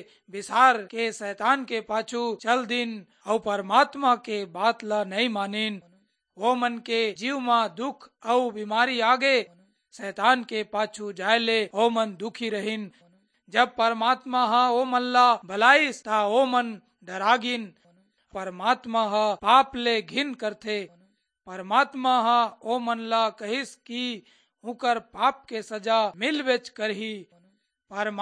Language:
Chhattisgarhi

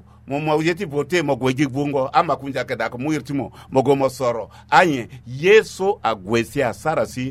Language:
Sango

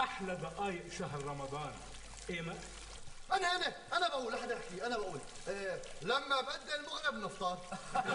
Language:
North Levantine Arabic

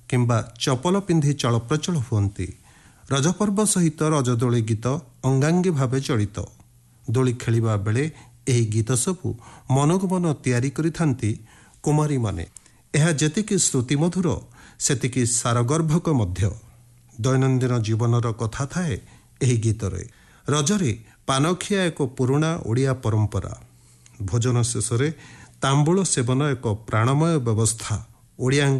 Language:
Odia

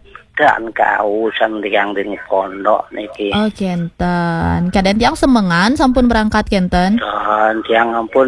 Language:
Balinese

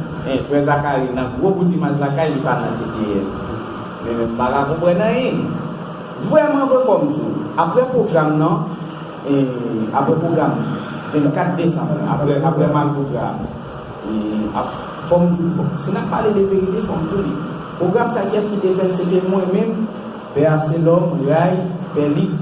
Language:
Haitian Creole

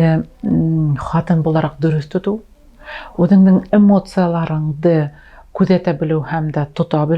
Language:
Bashkir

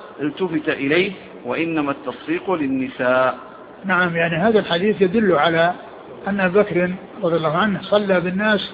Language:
Arabic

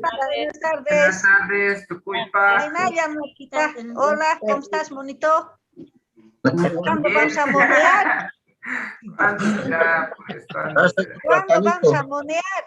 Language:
Quechua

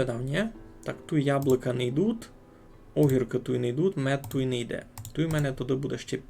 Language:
Rusyn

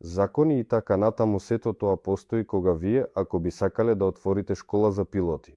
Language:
Macedonian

